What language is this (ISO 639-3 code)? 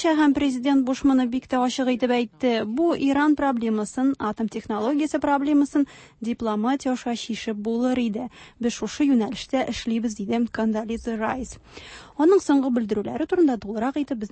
tat